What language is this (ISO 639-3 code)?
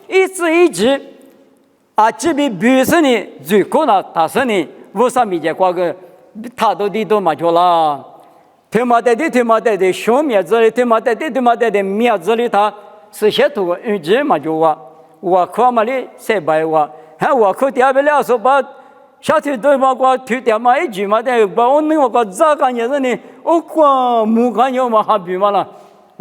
lis